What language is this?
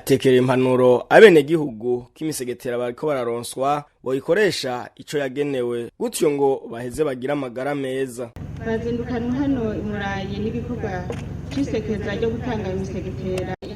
Rundi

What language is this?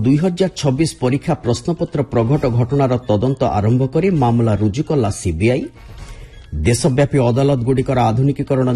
Odia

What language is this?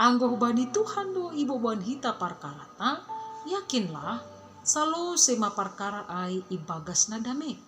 Batak Simalungun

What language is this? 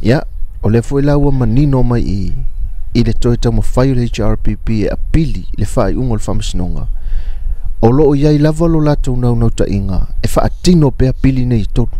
Samoan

